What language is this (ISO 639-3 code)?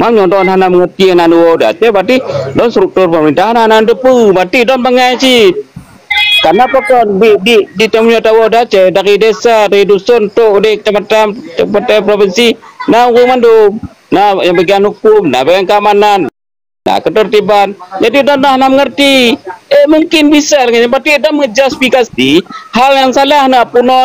ace